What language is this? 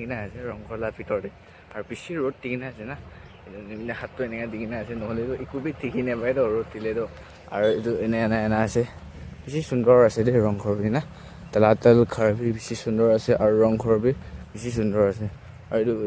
Naga Pidgin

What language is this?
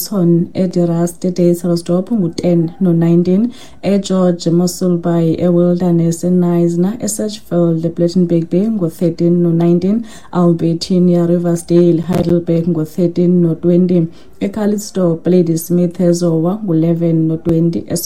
Xhosa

